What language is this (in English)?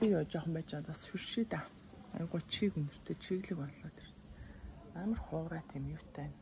Mongolian